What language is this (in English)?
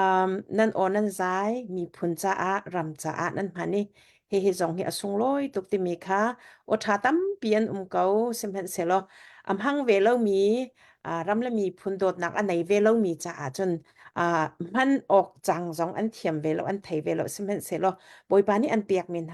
Hakha Chin